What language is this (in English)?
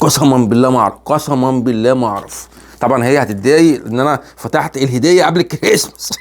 Egyptian Arabic